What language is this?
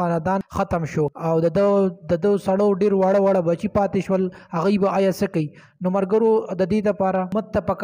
Pashto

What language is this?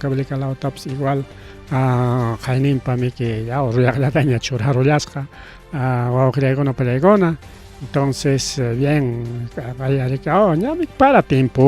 Ayacucho Quechua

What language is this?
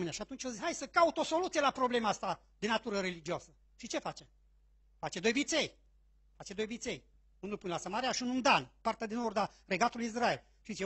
Romanian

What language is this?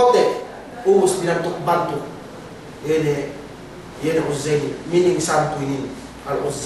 Yakan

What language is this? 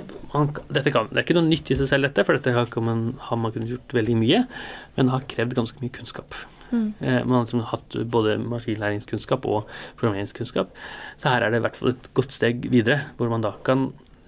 Norwegian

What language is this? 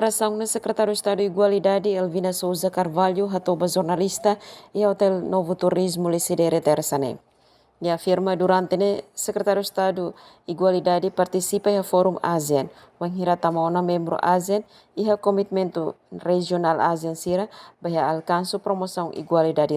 Tetum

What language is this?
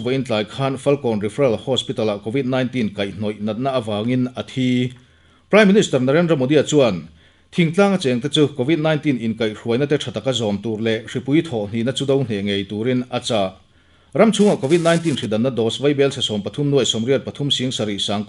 Mizo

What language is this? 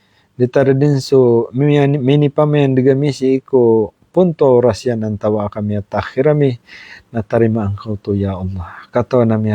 Maranao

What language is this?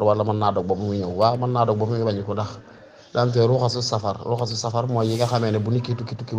Wolof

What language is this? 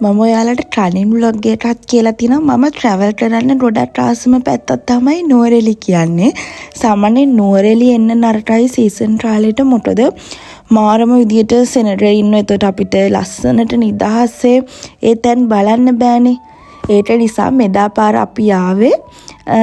Sinhala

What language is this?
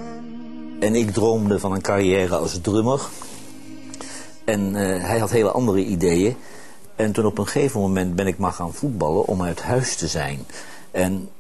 Dutch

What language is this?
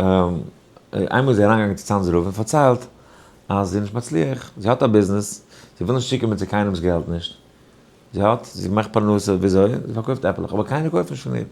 Yiddish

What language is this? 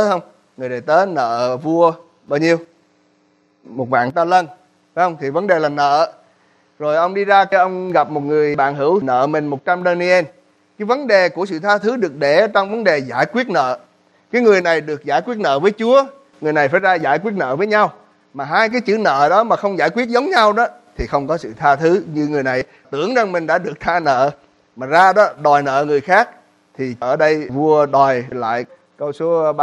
Vietnamese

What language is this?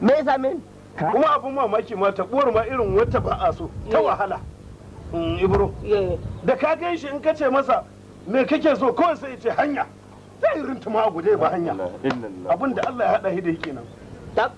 Hausa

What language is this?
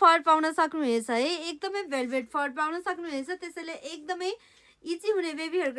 Nepali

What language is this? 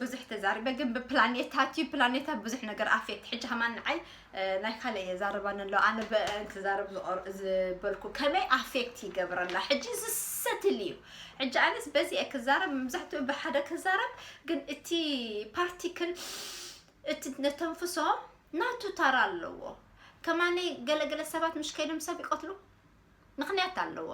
Tigrinya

